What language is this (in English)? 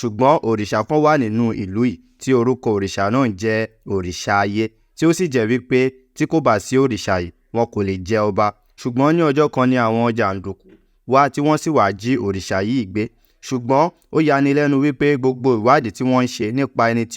Yoruba